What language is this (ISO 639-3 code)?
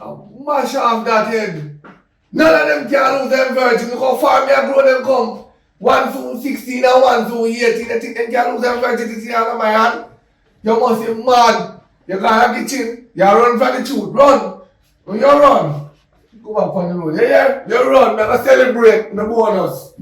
jam